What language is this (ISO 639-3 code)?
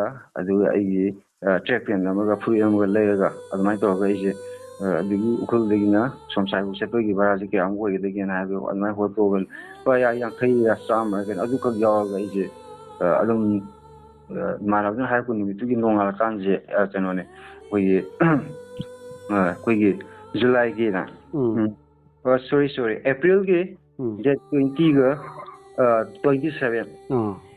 mni